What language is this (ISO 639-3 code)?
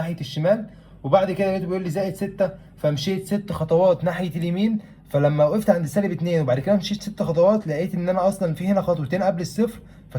arz